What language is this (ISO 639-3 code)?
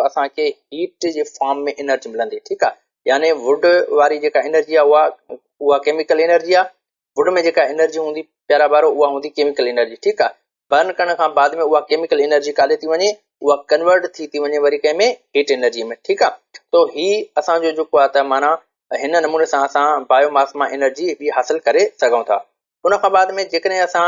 snd